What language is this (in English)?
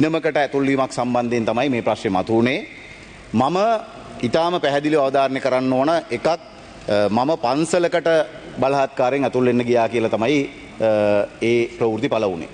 Sinhala